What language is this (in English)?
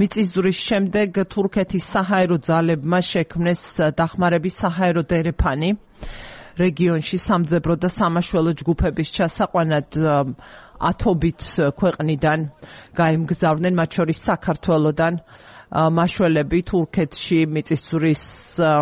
Georgian